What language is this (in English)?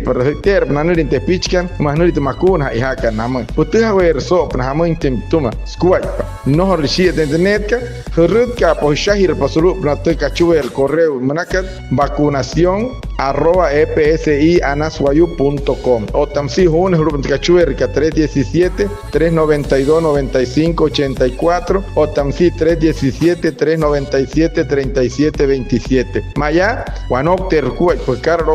Wayuu